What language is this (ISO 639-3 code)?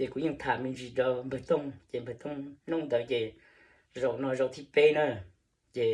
hmn